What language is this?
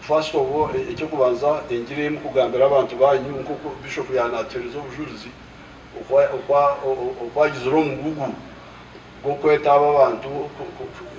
Nyankole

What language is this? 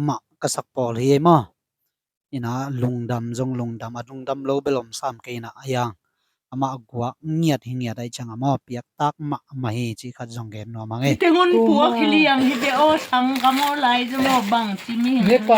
Tedim Chin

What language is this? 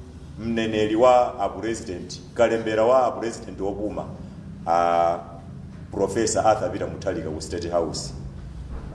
Nyanja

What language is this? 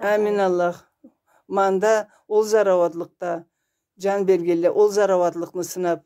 Karachay-Balkar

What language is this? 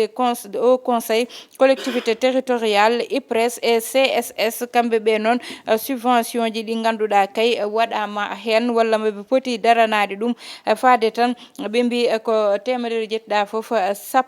Fula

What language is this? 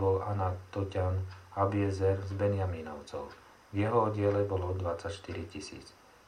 Slovak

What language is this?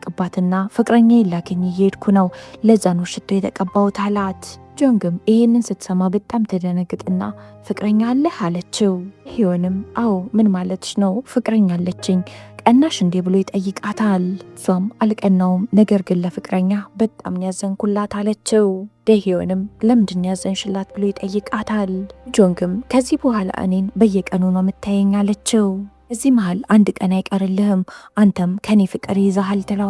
Amharic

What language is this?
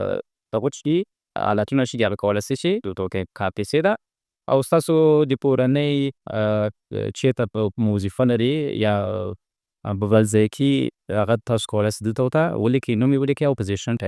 Pashto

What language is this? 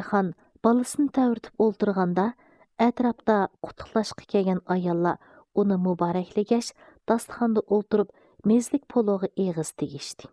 Uyghur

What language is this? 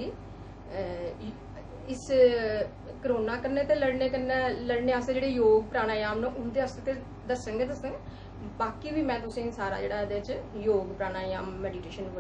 Dogri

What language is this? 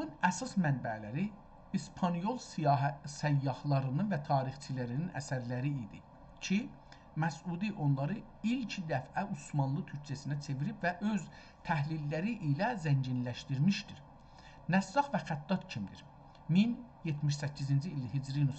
South Azerbaijani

